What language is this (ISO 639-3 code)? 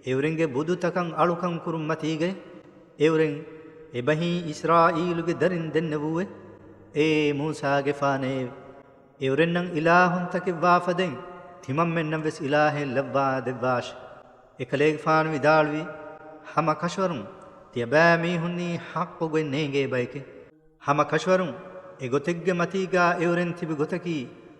div